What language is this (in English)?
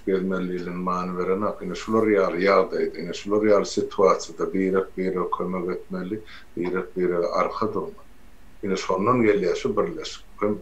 Turkmen